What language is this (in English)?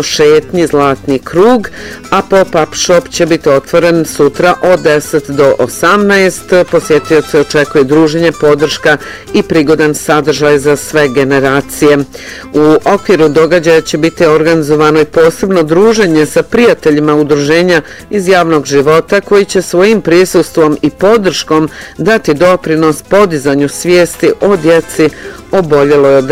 Bosnian